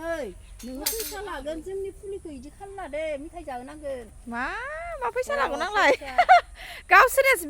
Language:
Bodo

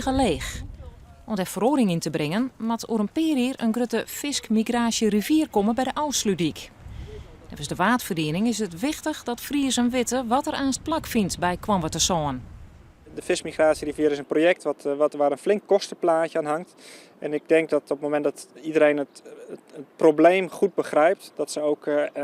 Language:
Western Frisian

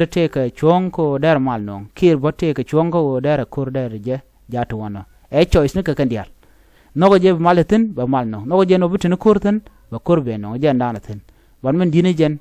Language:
Nuer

